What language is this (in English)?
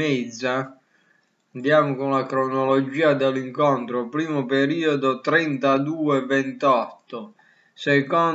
Italian